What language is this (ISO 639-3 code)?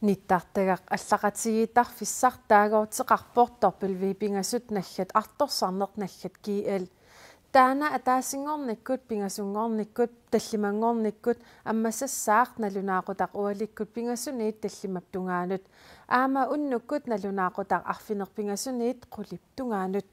kal